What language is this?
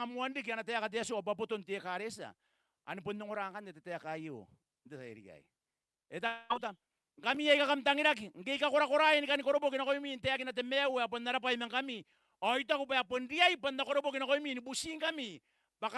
Gilbertese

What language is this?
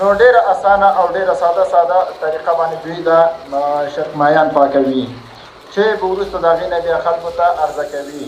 Pashto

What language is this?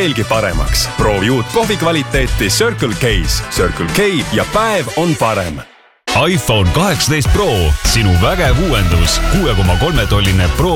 Estonian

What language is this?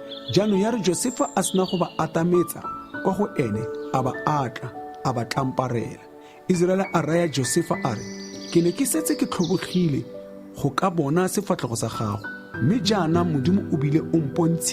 Tswana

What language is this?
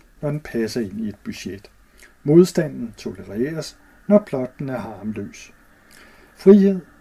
Danish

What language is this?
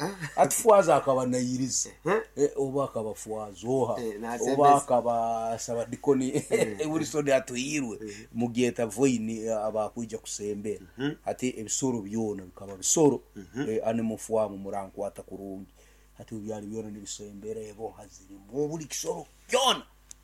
Nyankole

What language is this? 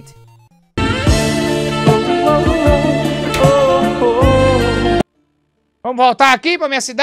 Portuguese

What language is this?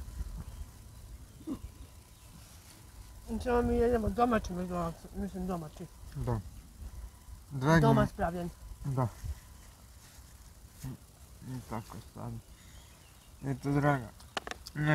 Croatian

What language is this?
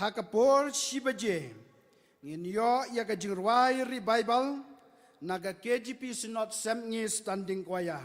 Khasi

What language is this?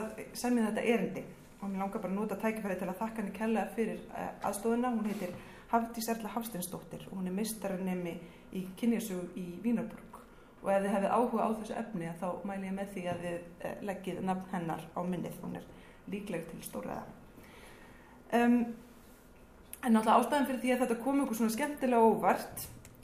Icelandic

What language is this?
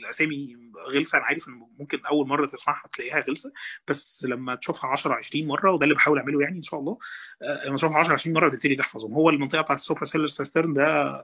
Egyptian Arabic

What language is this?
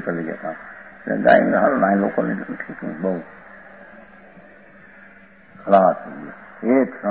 Gujarati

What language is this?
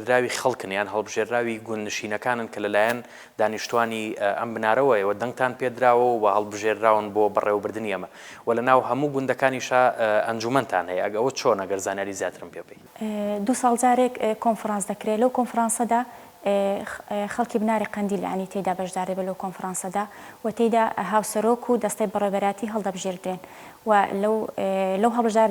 Central Kurdish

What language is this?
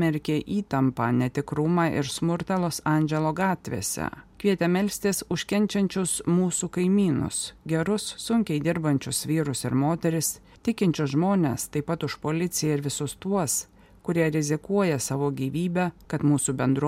Lithuanian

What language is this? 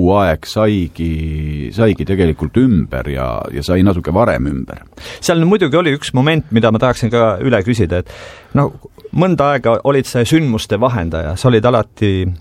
Estonian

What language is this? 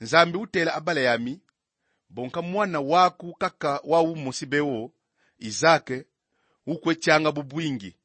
Kongo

